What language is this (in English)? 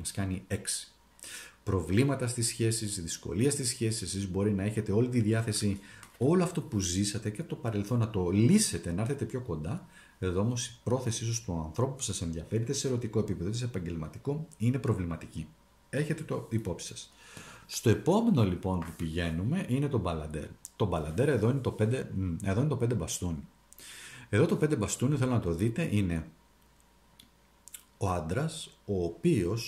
Greek